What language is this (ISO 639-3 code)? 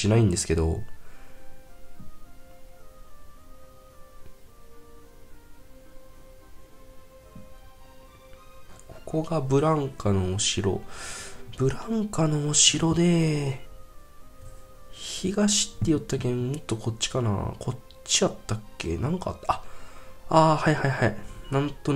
jpn